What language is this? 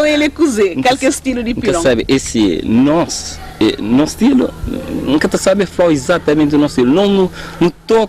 Kabuverdianu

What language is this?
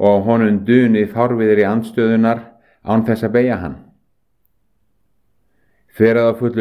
Icelandic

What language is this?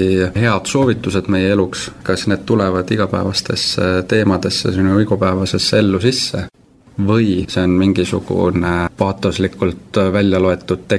Estonian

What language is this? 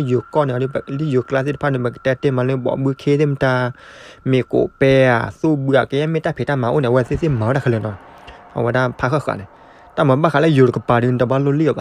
S'gaw Karen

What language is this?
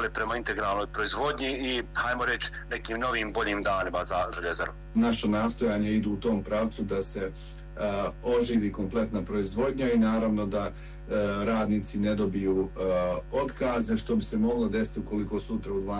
Bosnian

